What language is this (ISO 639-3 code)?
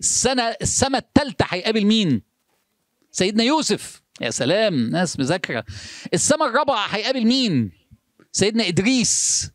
arz